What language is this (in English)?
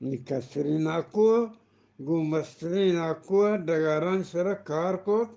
Eastern Balochi